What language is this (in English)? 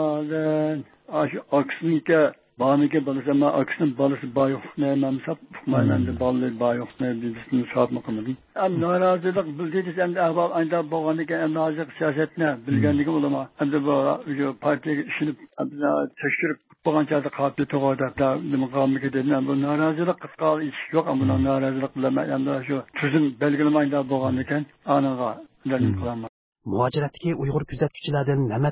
Uyghur